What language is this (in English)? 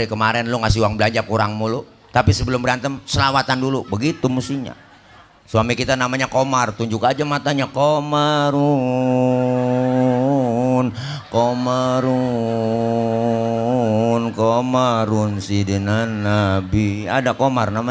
Betawi